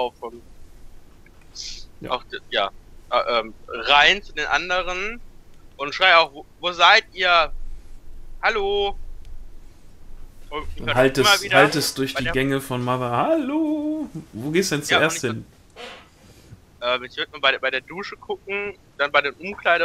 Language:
German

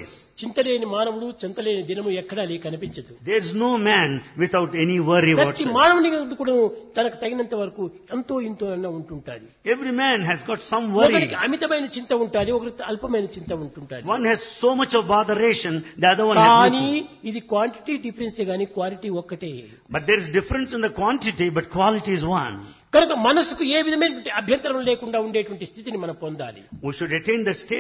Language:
Telugu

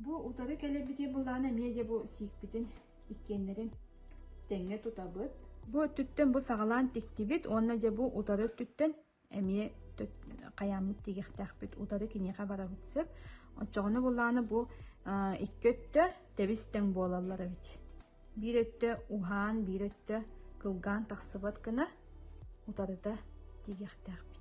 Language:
Yakut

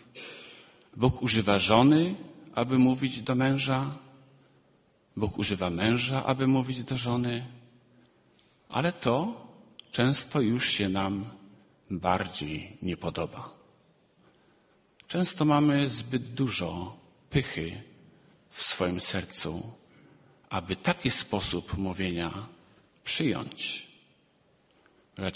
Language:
Polish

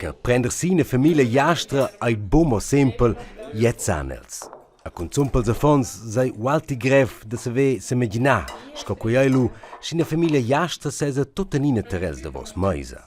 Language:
Romansh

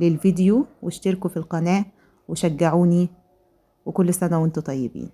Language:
Egyptian Arabic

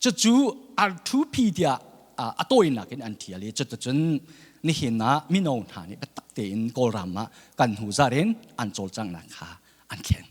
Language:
Hakha Chin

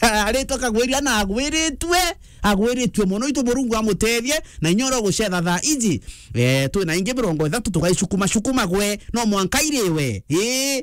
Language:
Meru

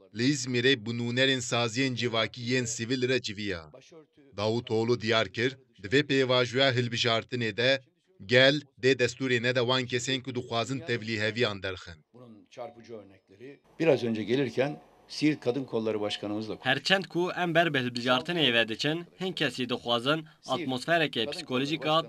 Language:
Kurdish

